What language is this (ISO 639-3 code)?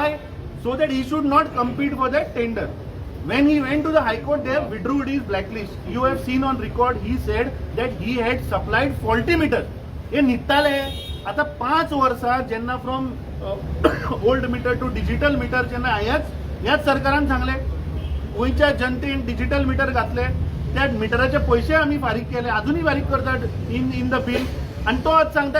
kok